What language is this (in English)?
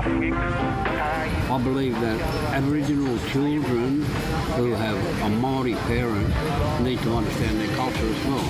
Māori